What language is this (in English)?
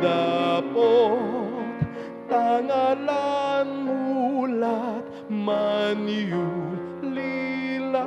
Pampanga